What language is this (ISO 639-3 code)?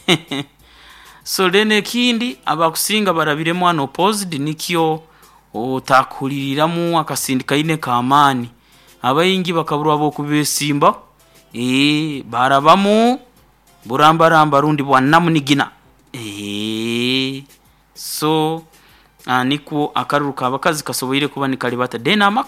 nyo